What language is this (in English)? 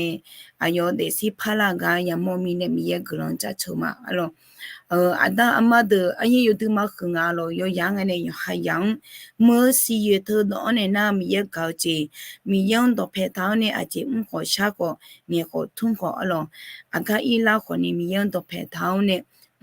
Akha